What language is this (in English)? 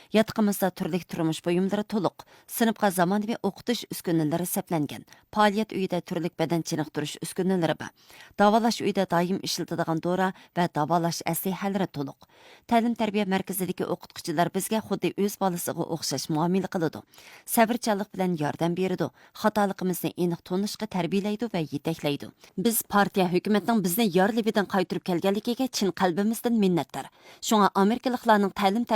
Uyghur